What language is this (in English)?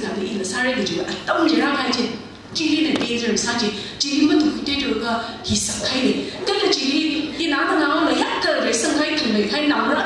Tangkhul Naga (India)